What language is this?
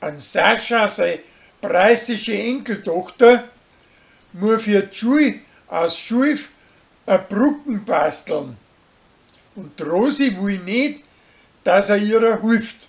Bavarian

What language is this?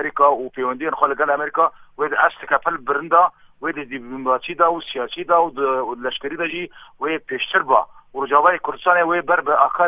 Kurdish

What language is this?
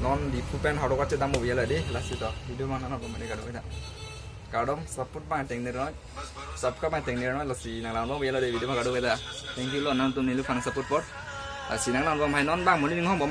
Karbi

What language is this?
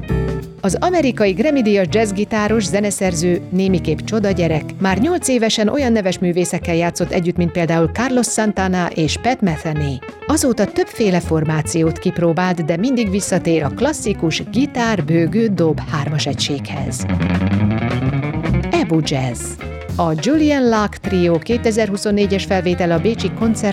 Hungarian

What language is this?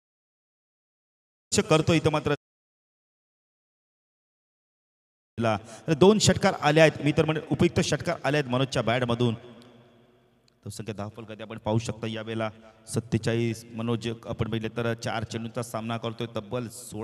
Marathi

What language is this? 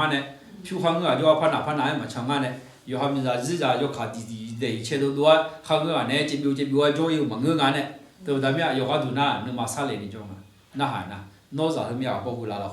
Akha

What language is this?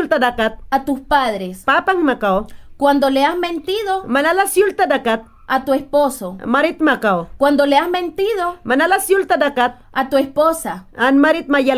Mayangna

